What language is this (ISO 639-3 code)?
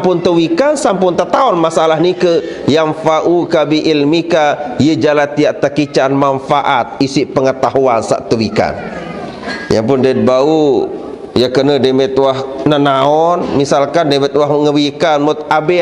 sas